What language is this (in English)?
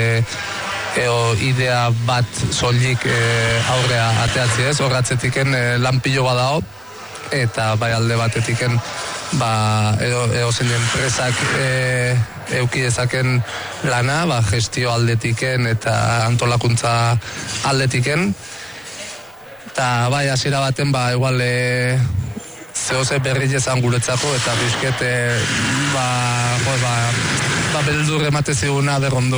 Basque